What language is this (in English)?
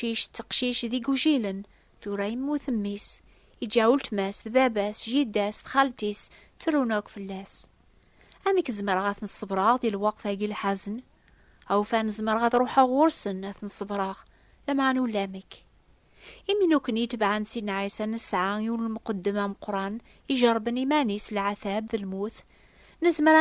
Kabyle